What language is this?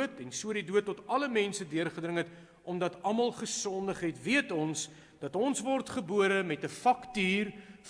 Afrikaans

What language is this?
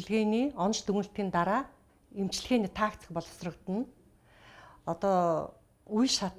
Mongolian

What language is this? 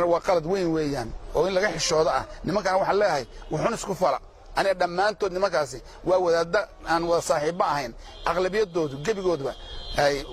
Somali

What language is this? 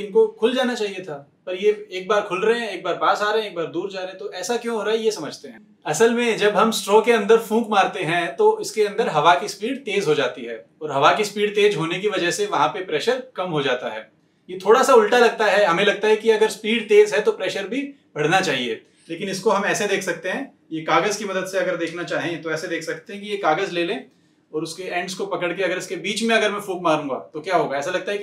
Hindi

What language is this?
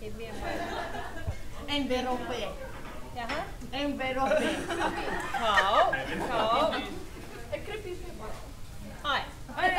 Māori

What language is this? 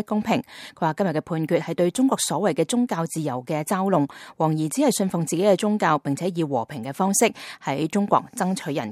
Cantonese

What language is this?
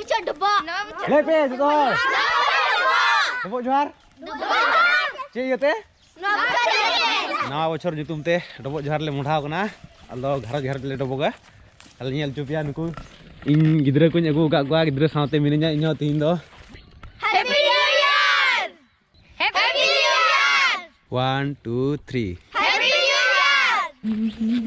Santali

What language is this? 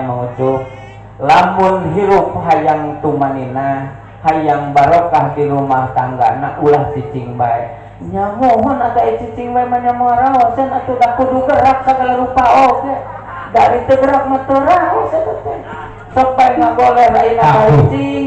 Sundanese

